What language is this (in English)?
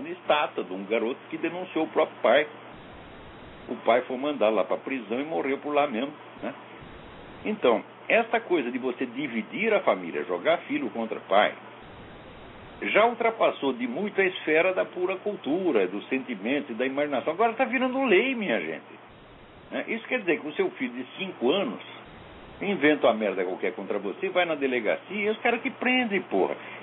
Portuguese